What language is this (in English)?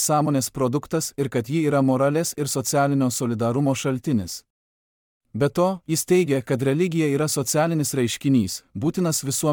Lithuanian